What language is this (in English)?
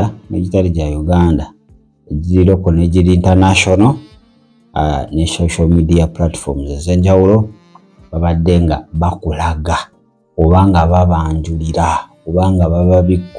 Ganda